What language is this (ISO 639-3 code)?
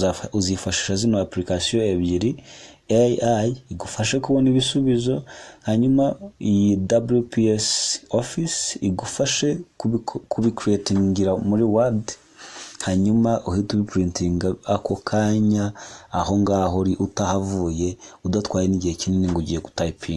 kin